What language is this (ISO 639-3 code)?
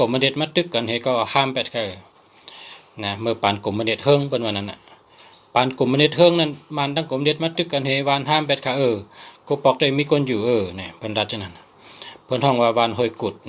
shn